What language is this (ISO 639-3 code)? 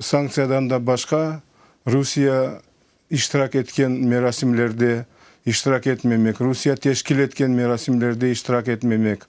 crh